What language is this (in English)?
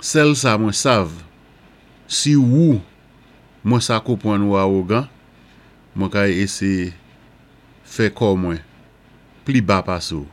Saint Lucian Creole French